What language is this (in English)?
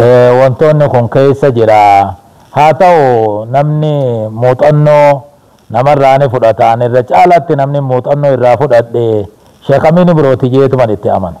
Oromo